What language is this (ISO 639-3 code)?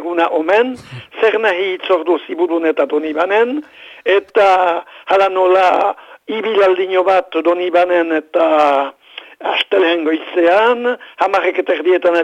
eus